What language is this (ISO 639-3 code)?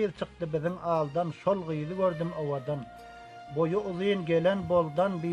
tuk